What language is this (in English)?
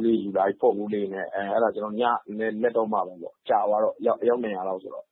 Burmese